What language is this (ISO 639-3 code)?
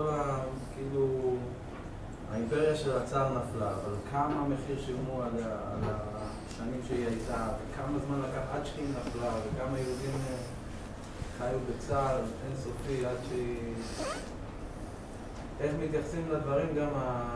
heb